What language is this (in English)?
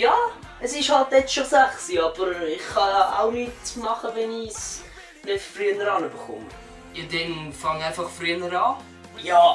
Swiss German